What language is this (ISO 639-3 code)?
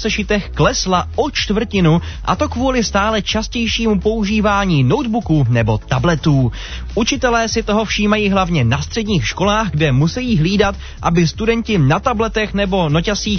ces